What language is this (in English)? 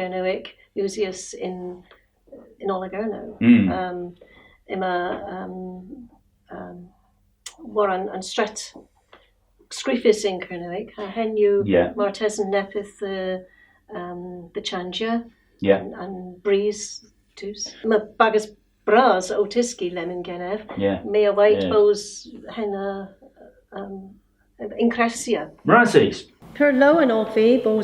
Cornish